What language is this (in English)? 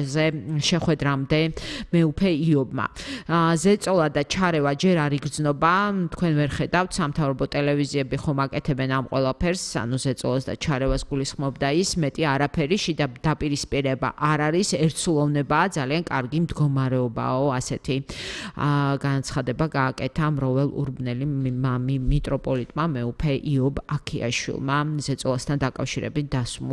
Georgian